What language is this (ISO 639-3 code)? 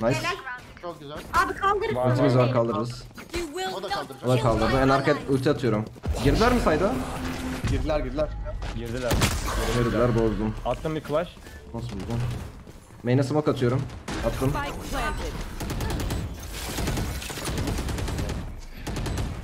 tur